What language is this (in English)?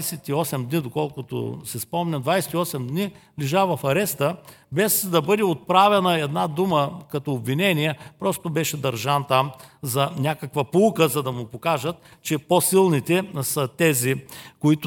Bulgarian